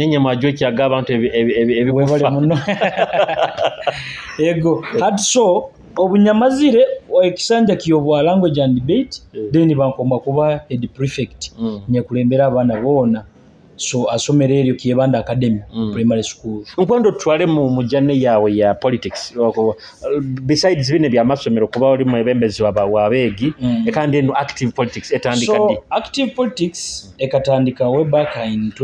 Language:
Nyoro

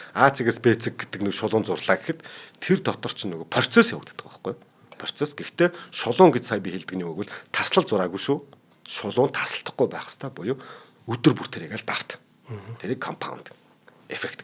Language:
Mongolian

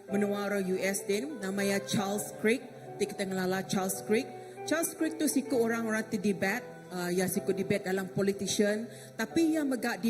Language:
Iban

